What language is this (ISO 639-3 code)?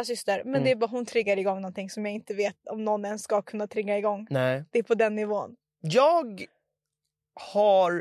swe